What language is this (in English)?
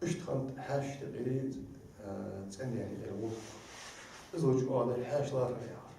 Ingush